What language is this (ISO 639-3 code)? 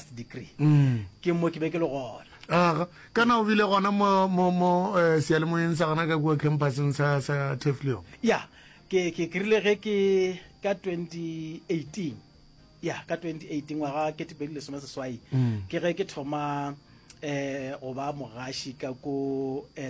nso